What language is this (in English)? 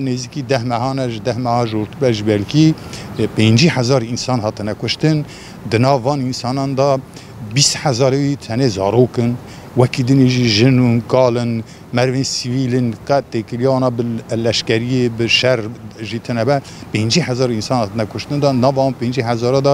Kurdish